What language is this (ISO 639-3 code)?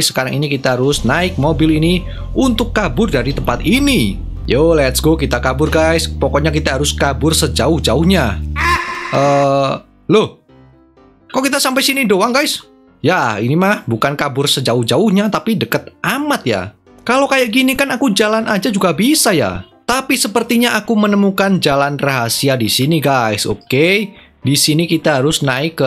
ind